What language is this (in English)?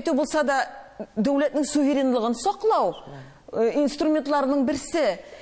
Tatar